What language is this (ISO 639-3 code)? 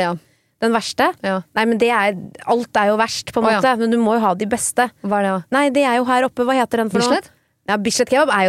nor